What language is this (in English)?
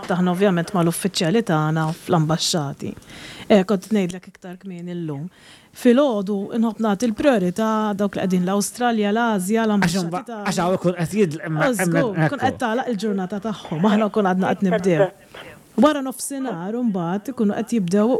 Maltese